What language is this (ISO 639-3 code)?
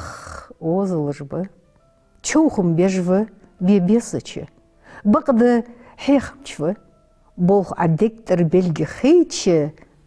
inh